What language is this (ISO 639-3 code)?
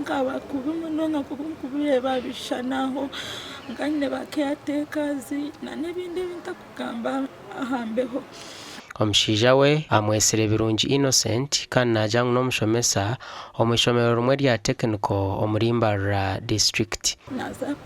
nyn